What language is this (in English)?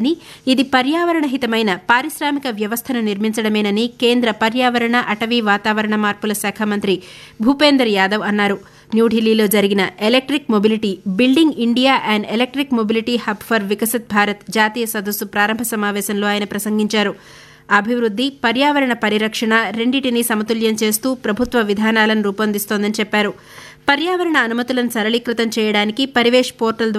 Telugu